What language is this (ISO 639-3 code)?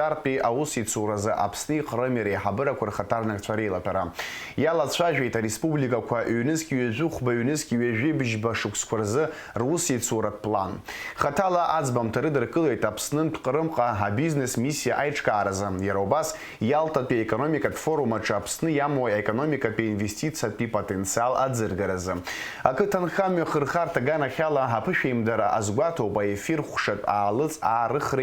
abk